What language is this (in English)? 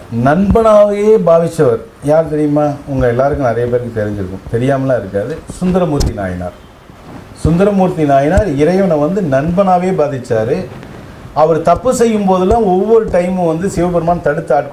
Tamil